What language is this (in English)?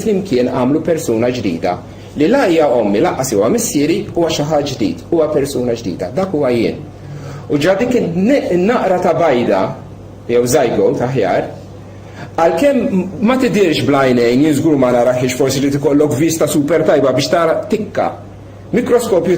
Maltese